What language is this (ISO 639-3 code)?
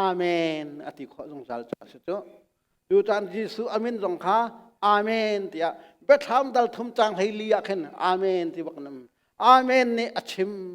cnh